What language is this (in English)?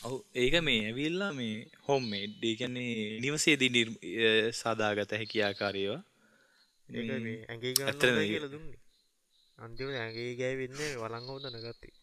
Sinhala